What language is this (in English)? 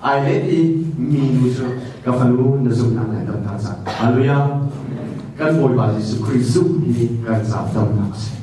Hakha Chin